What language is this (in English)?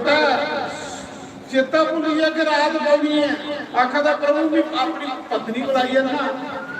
Dogri